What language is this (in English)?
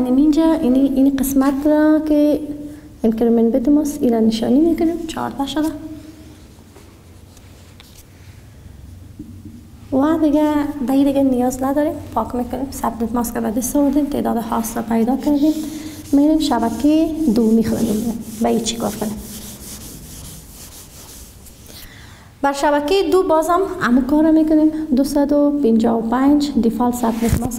Persian